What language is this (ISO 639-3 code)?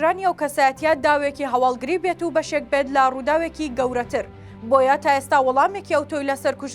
ckb